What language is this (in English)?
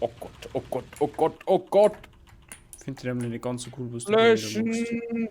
Bavarian